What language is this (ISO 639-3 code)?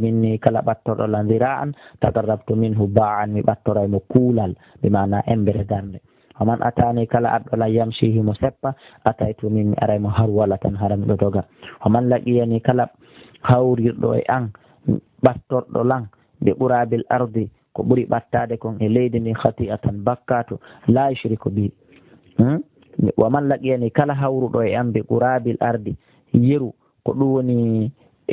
fuf